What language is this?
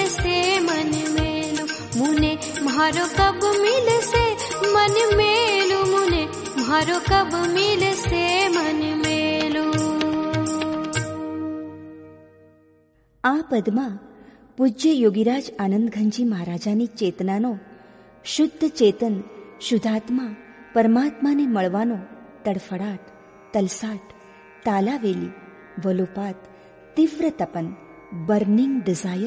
Gujarati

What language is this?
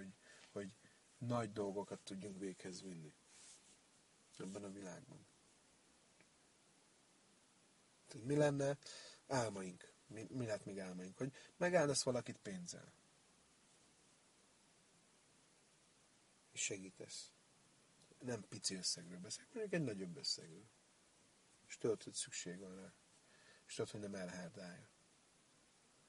Hungarian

